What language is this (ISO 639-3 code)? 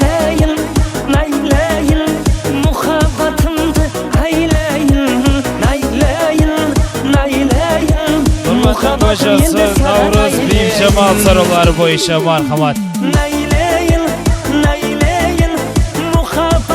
kaa